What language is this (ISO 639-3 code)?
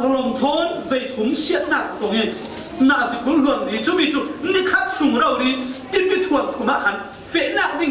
cfm